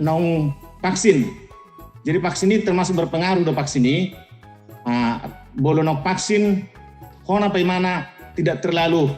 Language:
Batak Toba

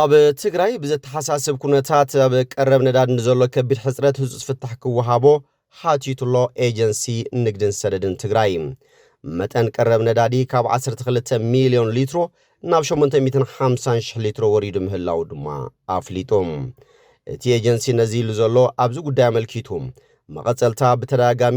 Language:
Tigrinya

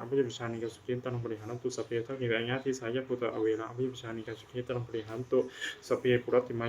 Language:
Pali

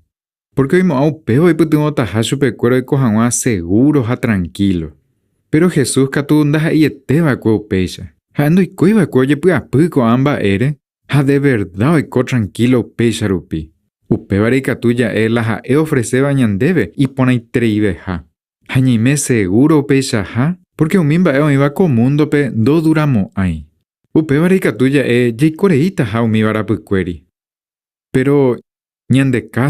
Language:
Guarani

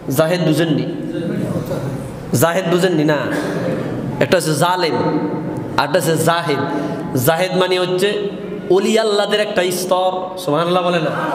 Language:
Bangla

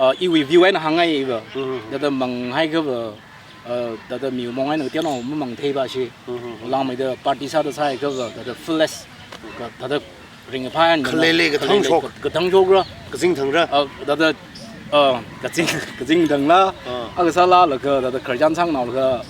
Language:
Tangkhul Naga (India)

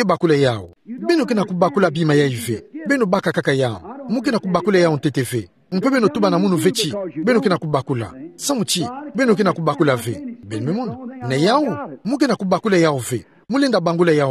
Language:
Kituba (Democratic Republic of Congo)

